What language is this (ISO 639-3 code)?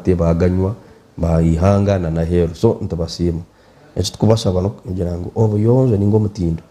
nyn